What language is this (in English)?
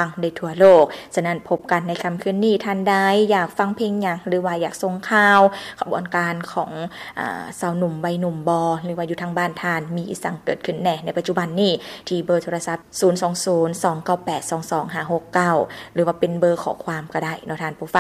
Lao